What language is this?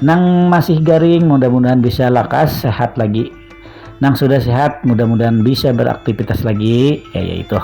Banjar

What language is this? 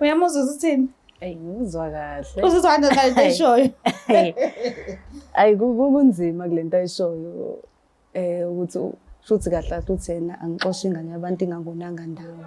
Zulu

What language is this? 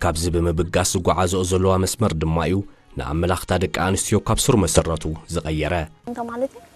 Tigrinya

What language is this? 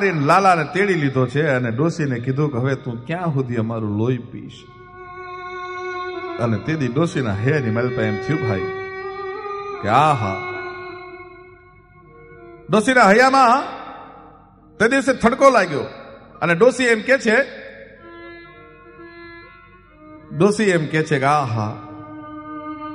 Gujarati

